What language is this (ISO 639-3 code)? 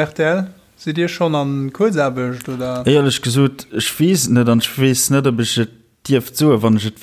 ltz